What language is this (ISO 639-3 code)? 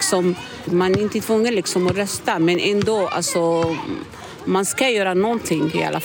swe